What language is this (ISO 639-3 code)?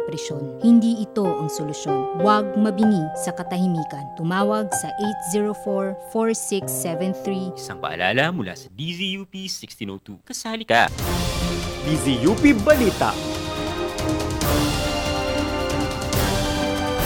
fil